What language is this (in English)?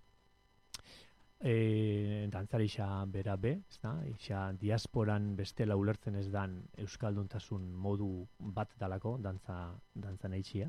Basque